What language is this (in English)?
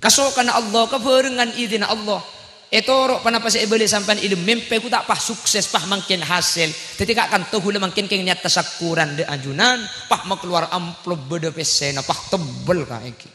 Madurese